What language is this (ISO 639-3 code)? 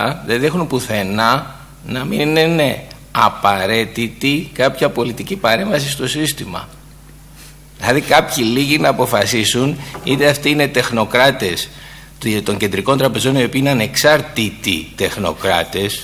ell